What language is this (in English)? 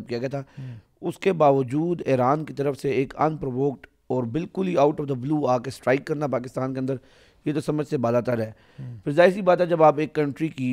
Urdu